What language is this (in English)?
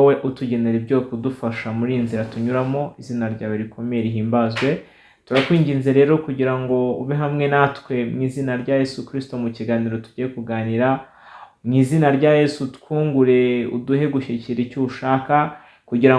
Kinyarwanda